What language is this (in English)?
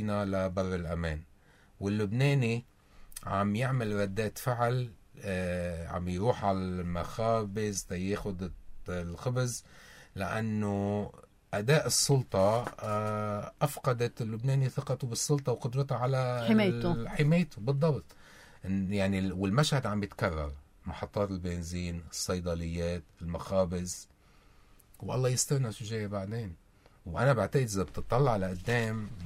North Levantine Arabic